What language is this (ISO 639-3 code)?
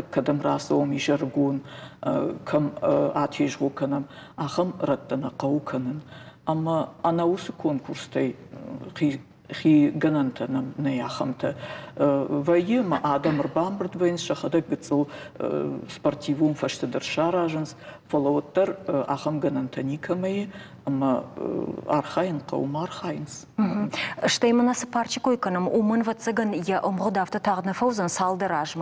oss